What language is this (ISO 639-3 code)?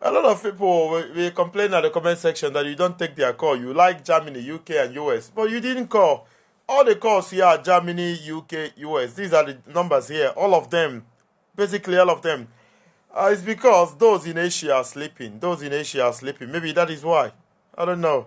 ibo